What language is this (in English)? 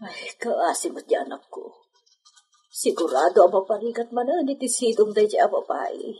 Iloko